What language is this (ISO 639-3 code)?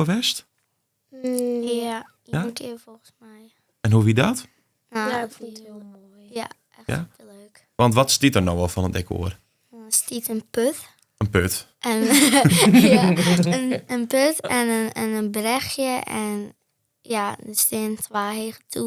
fry